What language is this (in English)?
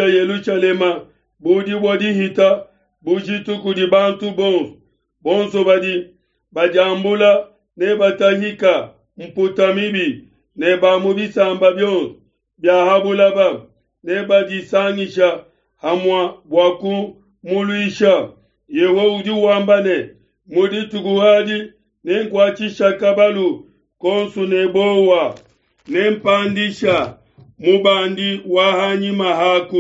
Luba-Lulua